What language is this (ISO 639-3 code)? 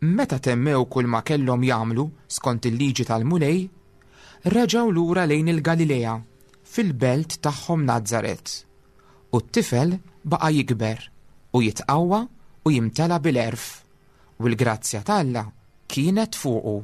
mlt